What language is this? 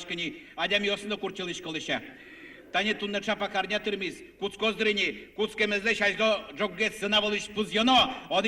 Udmurt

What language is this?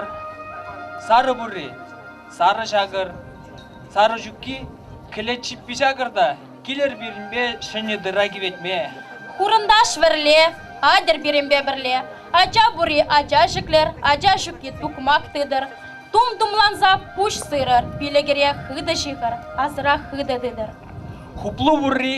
Chuvash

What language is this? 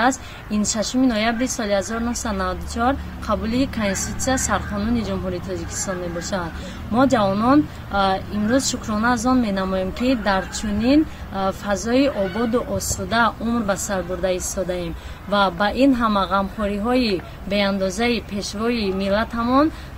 Tajik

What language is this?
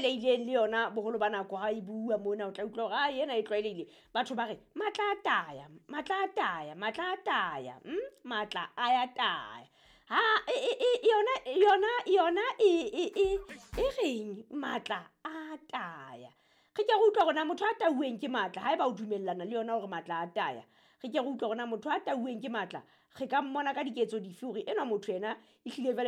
Southern Sotho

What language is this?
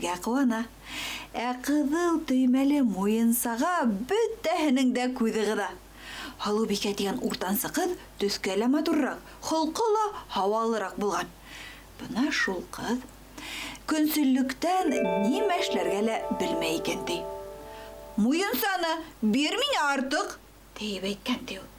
Bashkir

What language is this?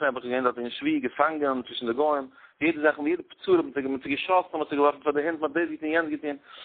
Yiddish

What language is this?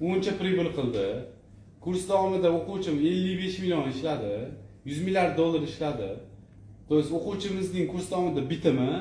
Uzbek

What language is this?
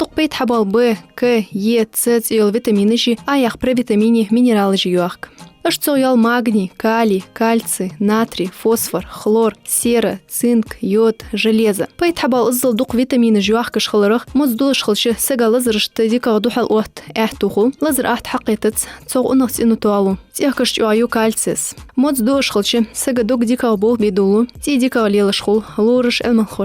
Ingush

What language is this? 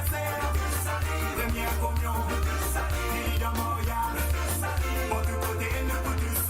Morisyen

